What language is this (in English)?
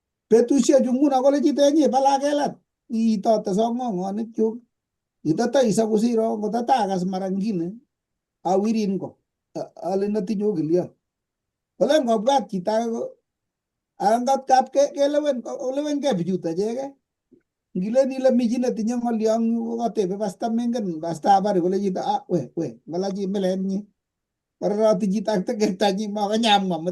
Kalenjin